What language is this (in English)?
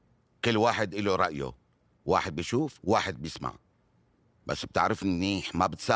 North Levantine Arabic